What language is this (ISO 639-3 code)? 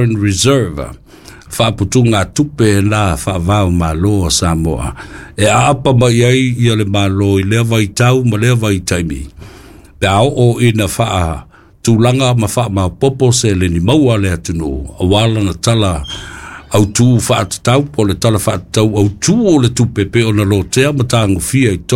smo